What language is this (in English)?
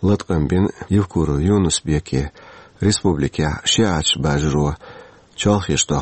Chechen